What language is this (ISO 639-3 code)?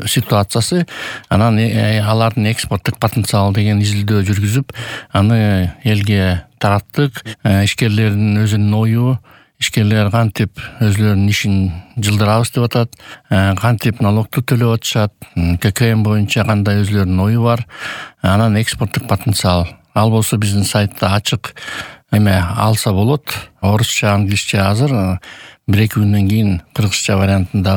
kir